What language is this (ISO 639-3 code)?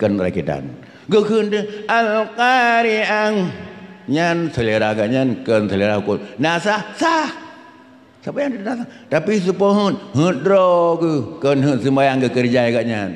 ace